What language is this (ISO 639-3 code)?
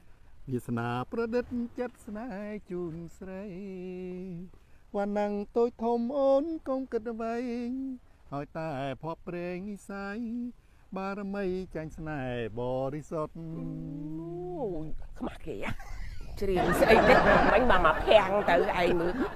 khm